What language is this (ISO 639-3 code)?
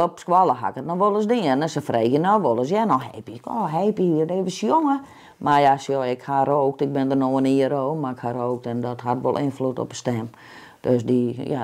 fry